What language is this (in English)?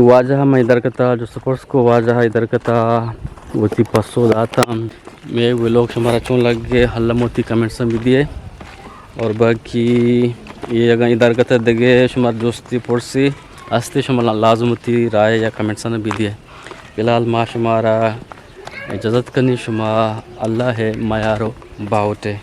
Eastern Balochi